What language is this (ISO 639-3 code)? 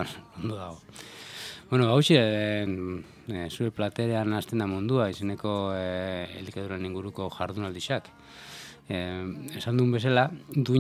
eus